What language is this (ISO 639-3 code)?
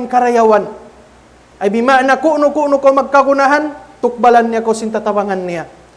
tsg